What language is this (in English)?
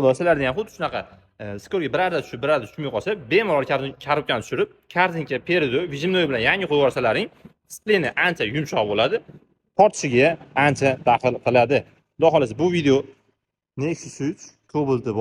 Uzbek